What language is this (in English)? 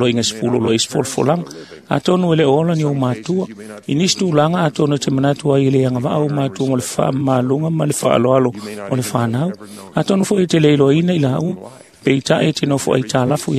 Samoan